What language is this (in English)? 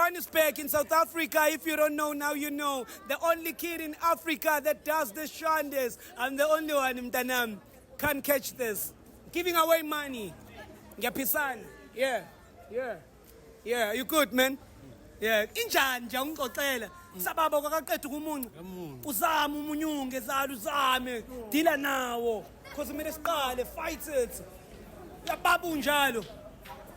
Zulu